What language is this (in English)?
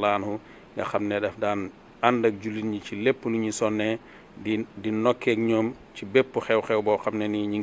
Wolof